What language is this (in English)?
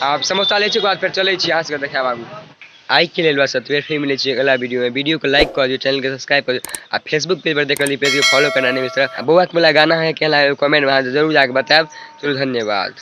Maithili